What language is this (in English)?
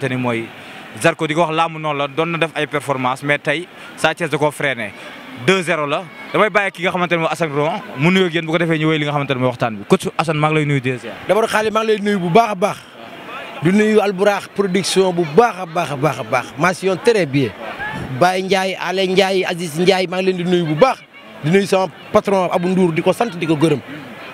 Wolof